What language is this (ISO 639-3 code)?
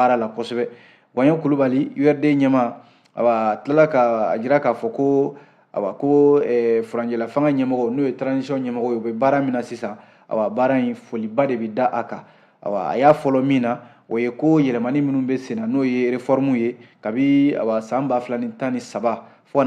bam